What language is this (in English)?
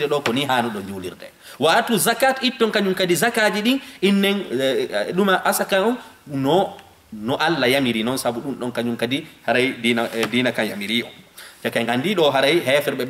Fula